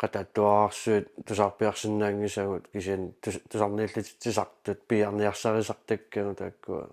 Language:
Kalaallisut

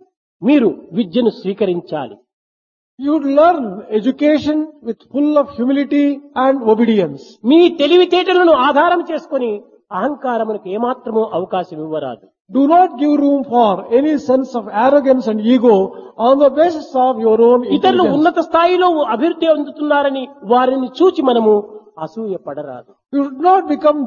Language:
Telugu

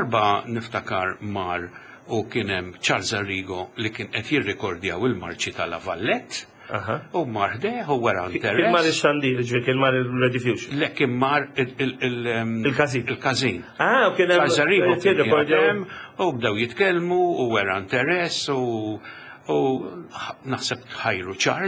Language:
Maltese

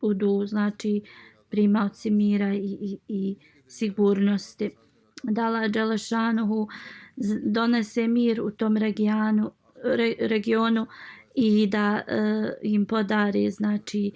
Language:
Bosnian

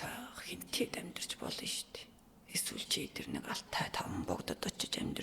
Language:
Mongolian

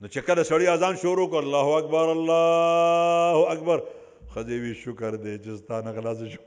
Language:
Pashto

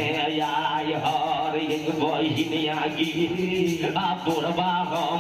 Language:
Maithili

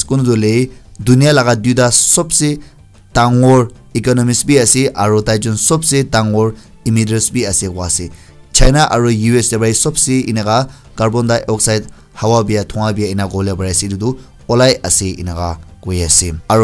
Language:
Naga Pidgin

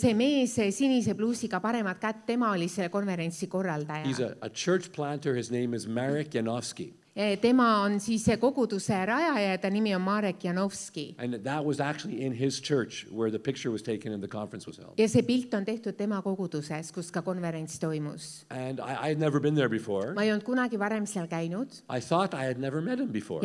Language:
Estonian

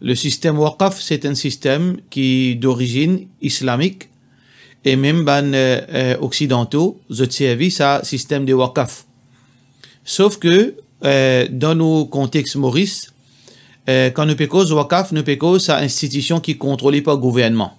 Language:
Morisyen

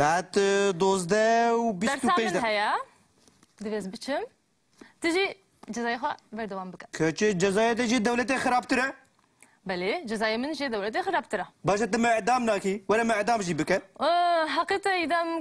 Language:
Kurdish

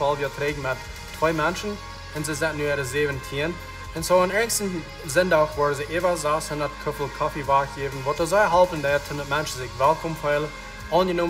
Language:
Plautdietsch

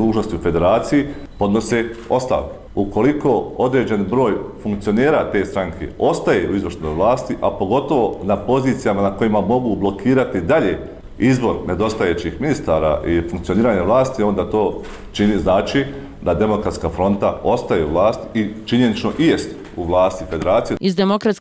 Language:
Bosnian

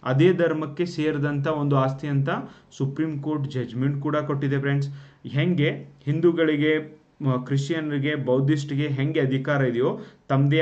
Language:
Kannada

